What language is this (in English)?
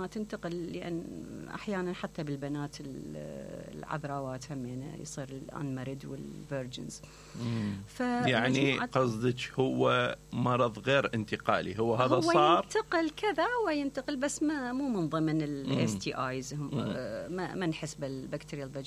Mesopotamian Arabic